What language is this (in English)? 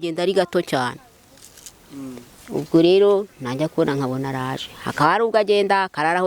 Kinyarwanda